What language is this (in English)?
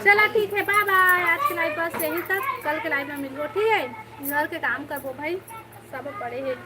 Chhattisgarhi